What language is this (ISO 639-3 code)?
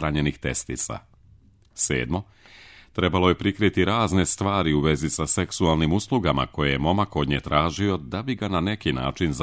srp